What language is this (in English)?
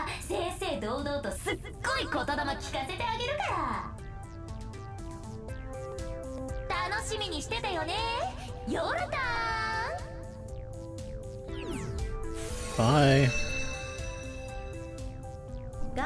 Japanese